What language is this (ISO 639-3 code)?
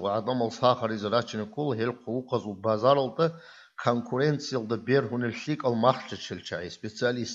ava